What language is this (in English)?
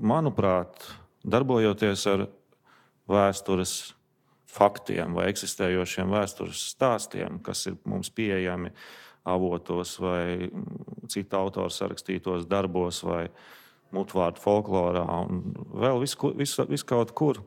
Latvian